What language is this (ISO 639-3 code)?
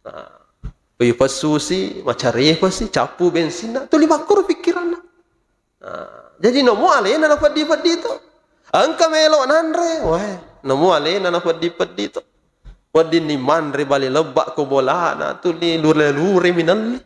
bug